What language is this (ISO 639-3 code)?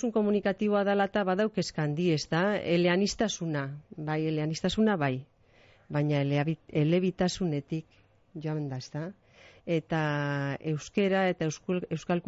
eus